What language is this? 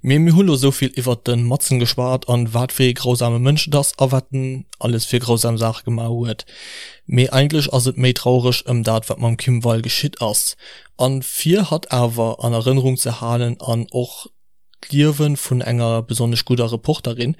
Luxembourgish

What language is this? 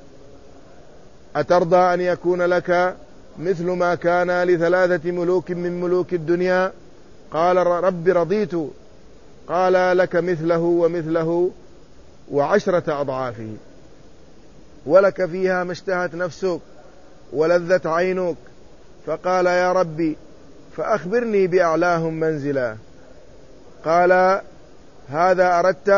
Arabic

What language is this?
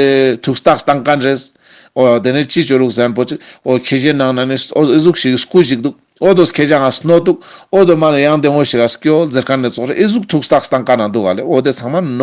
Ladakhi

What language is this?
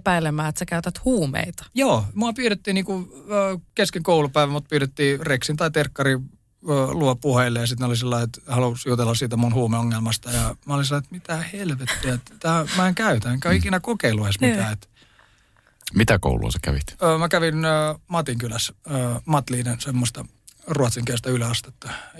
Finnish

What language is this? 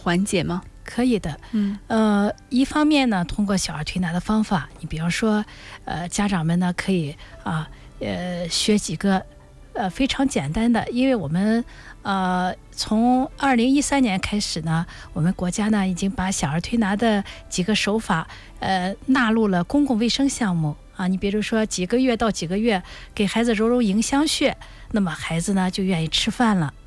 Chinese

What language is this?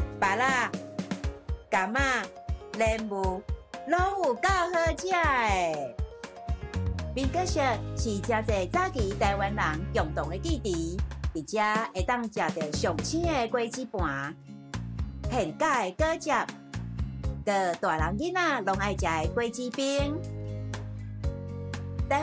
Min Nan Chinese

